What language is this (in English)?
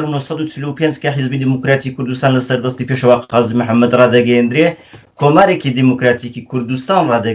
Central Kurdish